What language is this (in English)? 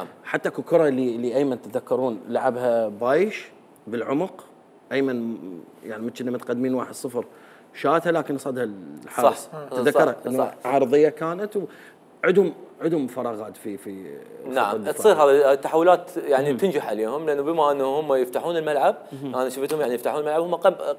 Mesopotamian Arabic